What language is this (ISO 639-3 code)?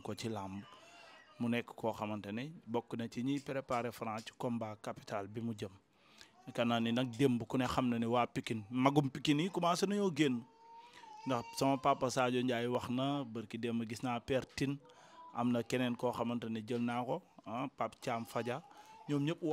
wol